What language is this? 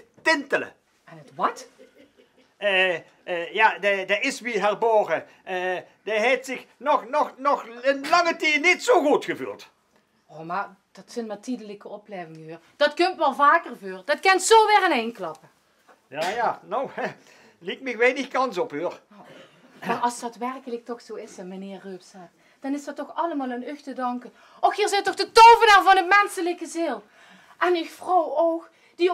Limburgish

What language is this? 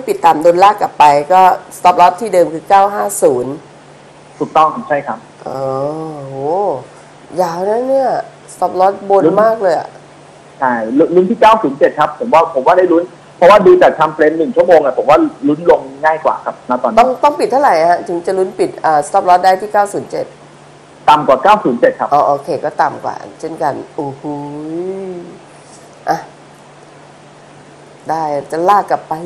Thai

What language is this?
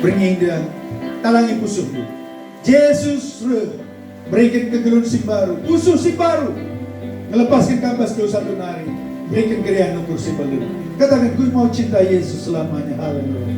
Batak Karo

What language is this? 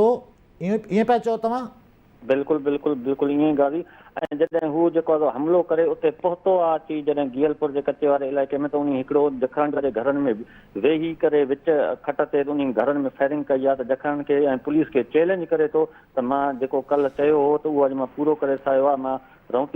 Sindhi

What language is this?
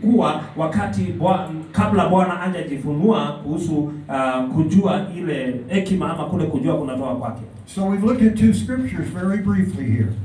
Swahili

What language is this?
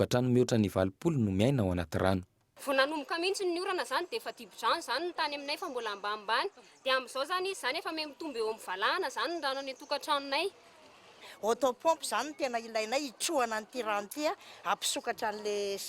Malagasy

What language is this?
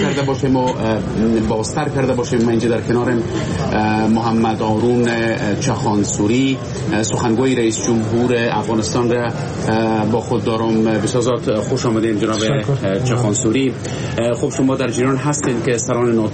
Persian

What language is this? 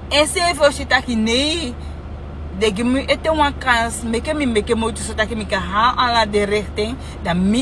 Sranan Tongo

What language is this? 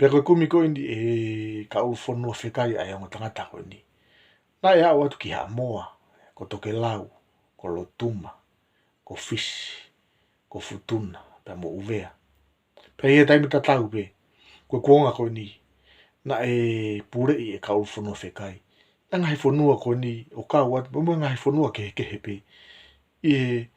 Tongan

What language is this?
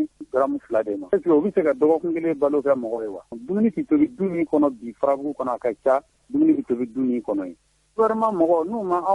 Bambara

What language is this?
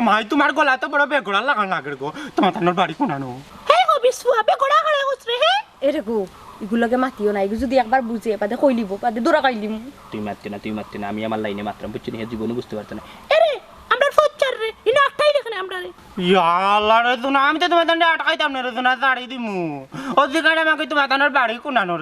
Sylheti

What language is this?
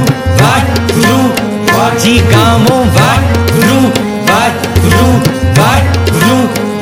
Punjabi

